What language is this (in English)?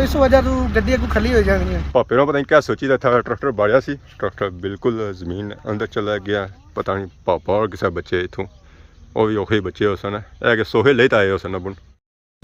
Pahari-Potwari